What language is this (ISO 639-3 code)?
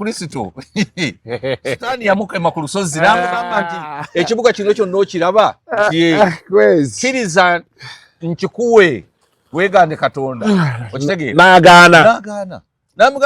lug